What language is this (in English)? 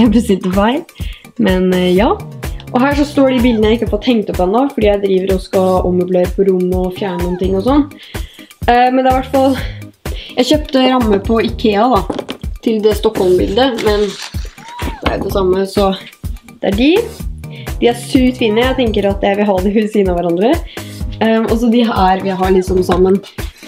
Norwegian